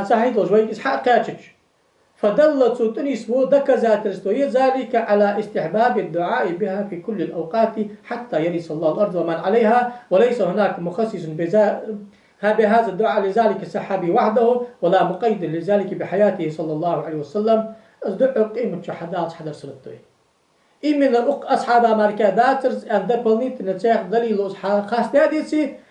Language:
Ingush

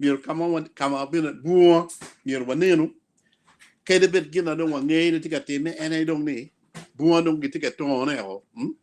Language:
Acoli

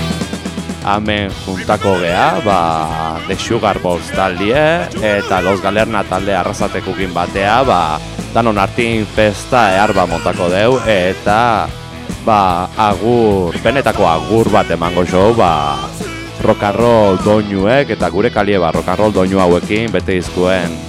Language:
Basque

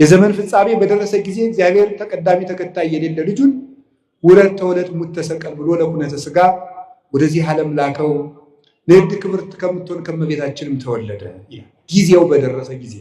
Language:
Amharic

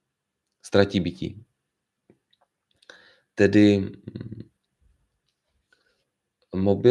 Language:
Czech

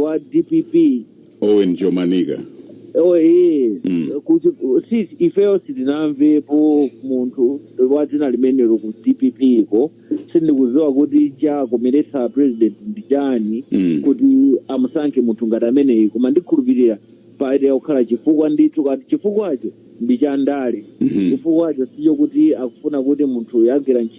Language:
Nyanja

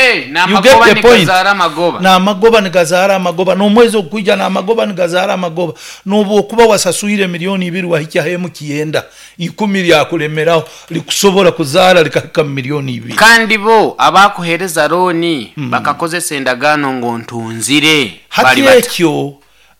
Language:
Nyoro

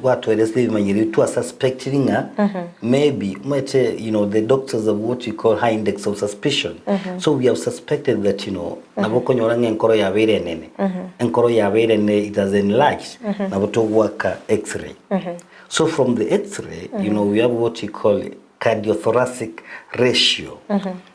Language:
Gusii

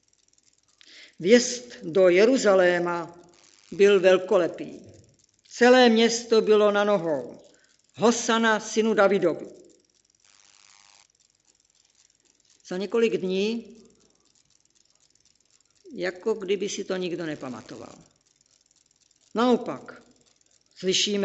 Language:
Czech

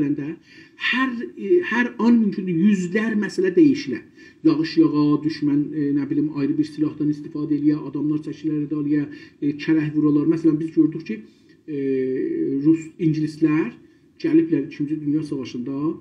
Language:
South Azerbaijani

